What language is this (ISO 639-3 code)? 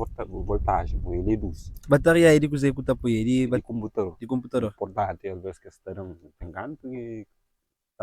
kea